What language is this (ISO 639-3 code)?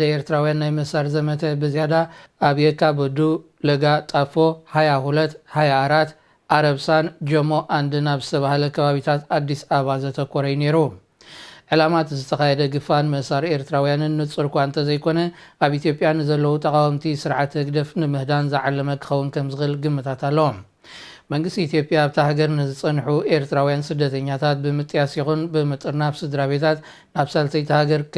tir